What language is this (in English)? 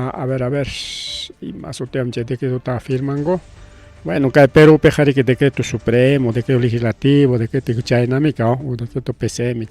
Ayacucho Quechua